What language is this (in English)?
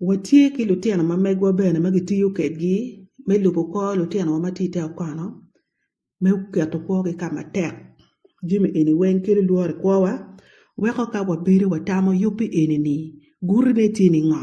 Acoli